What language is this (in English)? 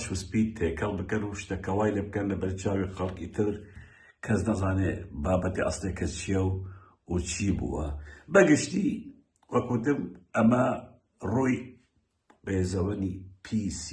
Central Kurdish